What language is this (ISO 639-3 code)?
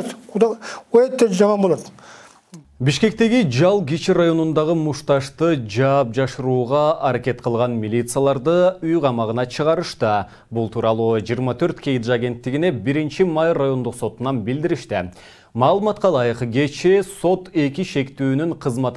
kir